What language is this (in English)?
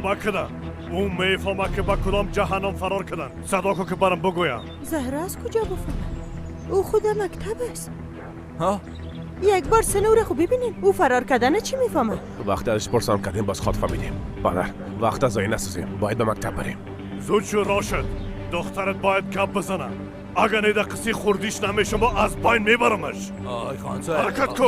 Persian